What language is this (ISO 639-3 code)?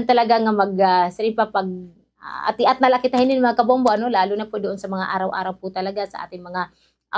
war